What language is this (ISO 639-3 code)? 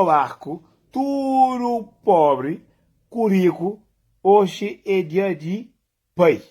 kea